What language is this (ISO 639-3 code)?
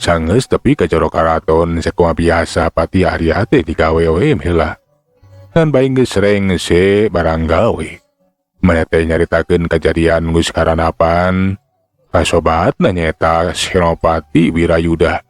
sun